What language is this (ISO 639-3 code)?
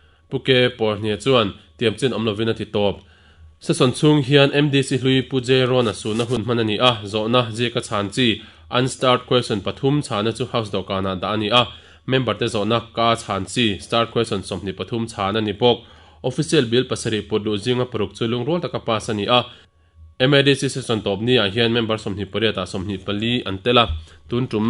lus